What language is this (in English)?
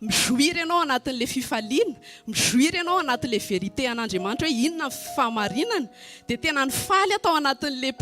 Malagasy